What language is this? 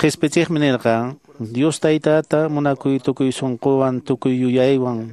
Quechua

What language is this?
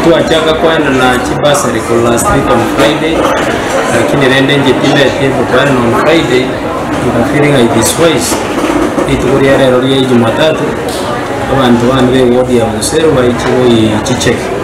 Gusii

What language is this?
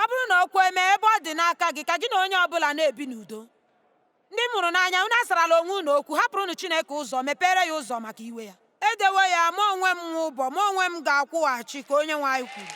Igbo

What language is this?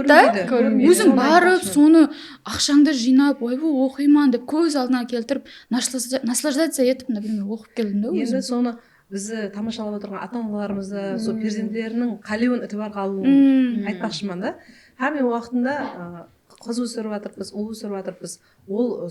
Kara-Kalpak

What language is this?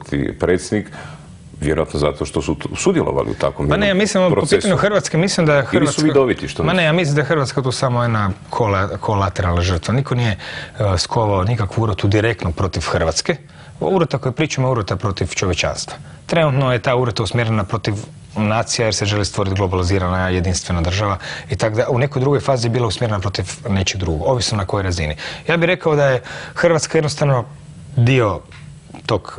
Croatian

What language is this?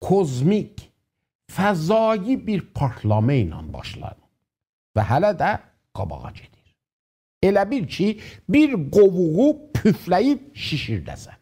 South Azerbaijani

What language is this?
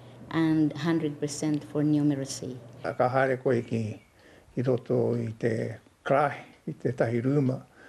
Māori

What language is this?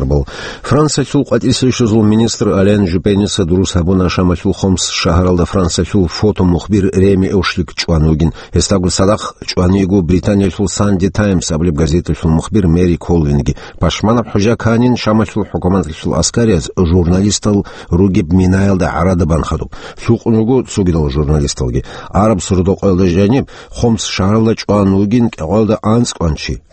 Avaric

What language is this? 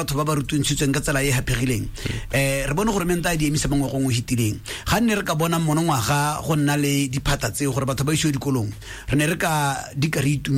Tswana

